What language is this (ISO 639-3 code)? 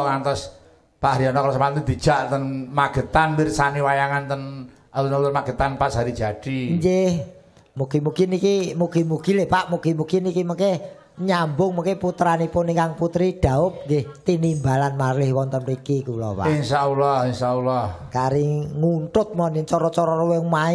jav